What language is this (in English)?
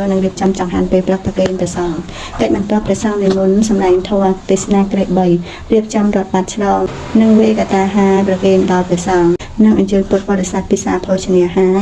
Khmer